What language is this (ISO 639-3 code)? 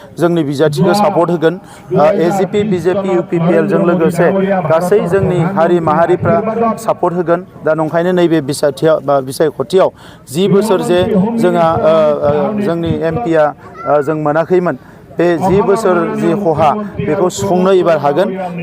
brx